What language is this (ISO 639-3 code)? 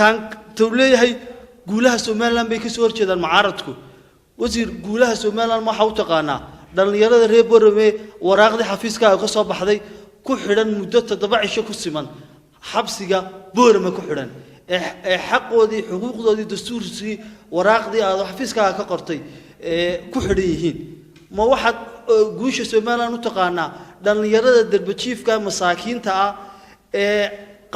som